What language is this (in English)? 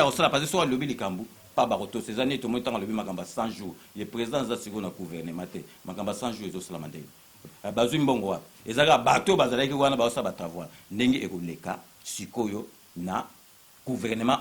Lingala